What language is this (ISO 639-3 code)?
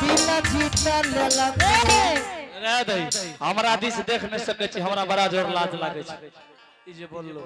anp